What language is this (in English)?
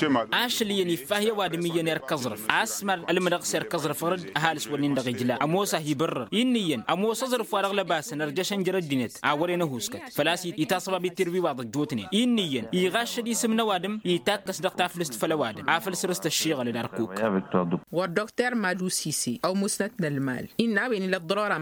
Tamasheq